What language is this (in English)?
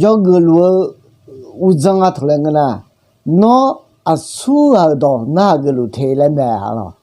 Akha